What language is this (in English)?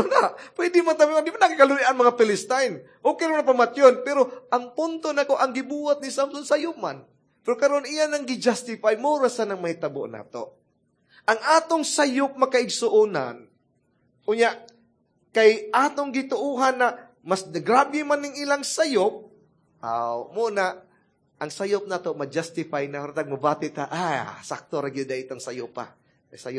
Cebuano